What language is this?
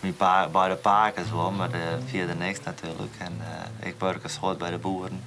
Western Frisian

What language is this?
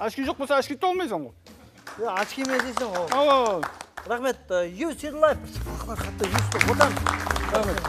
Kara-Kalpak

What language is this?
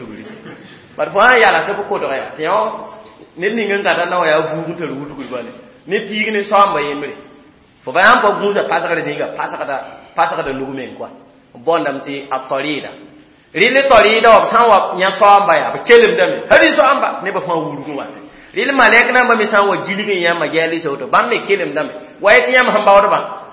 Mossi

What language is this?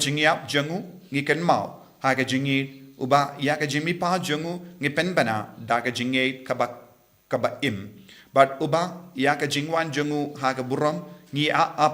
Khasi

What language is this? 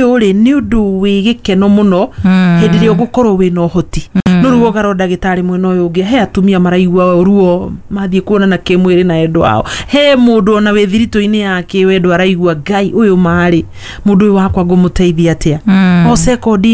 Kikuyu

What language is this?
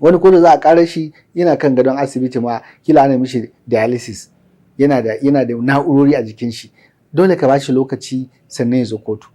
Hausa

